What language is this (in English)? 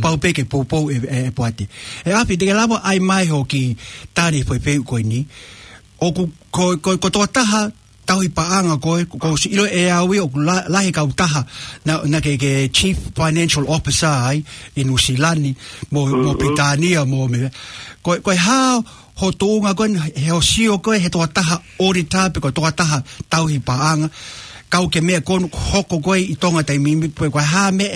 Tongan